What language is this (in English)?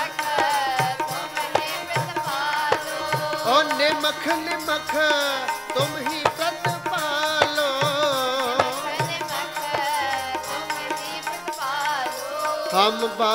Punjabi